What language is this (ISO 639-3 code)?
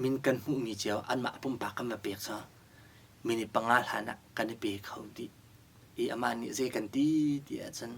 cnh